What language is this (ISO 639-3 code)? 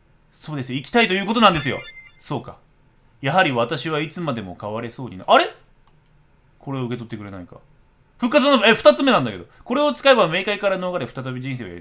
jpn